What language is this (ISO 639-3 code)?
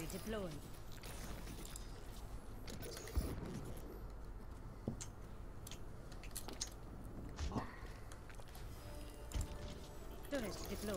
swe